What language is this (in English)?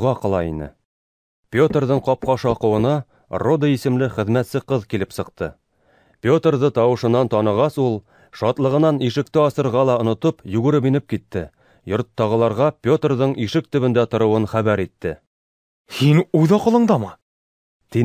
Bashkir